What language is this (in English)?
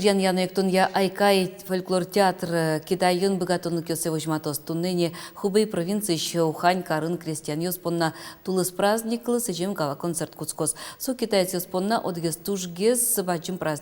Udmurt